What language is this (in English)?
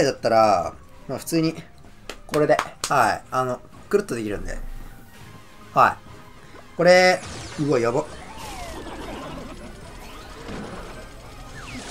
Japanese